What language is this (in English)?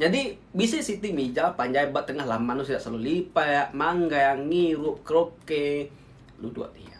Iban